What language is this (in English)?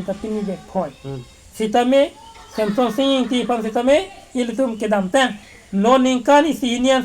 Karbi